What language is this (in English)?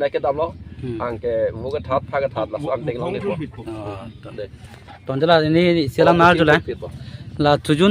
Karbi